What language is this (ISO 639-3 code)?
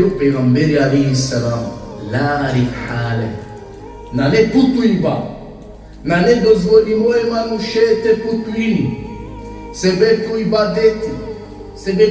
rmn